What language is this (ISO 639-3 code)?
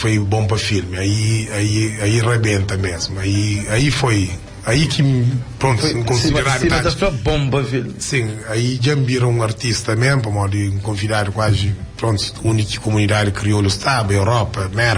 kea